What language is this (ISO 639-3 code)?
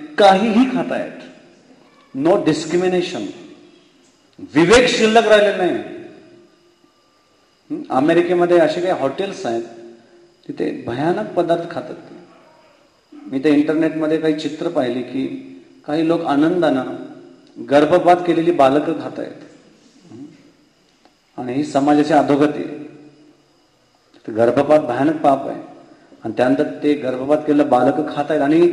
mar